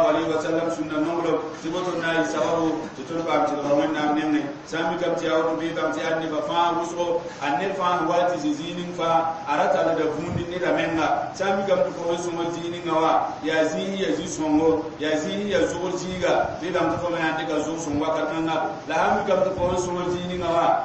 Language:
Mossi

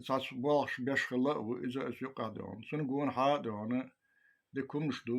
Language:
Chechen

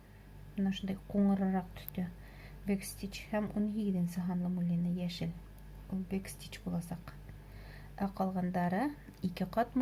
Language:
Bashkir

